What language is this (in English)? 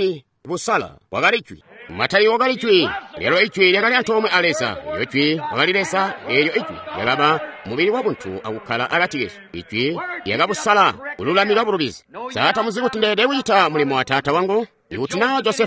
Tonga (Zambia)